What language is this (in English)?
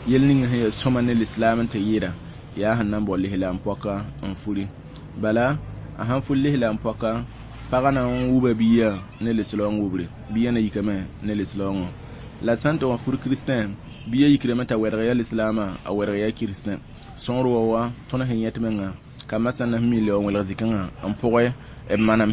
Mossi